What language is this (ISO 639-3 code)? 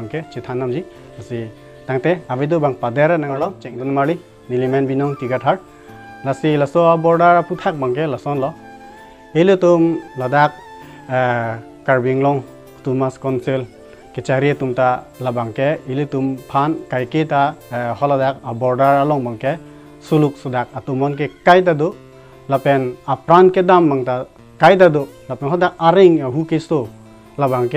mjw